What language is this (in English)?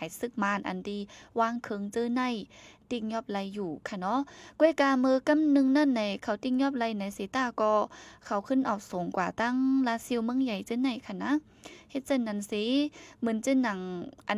Shan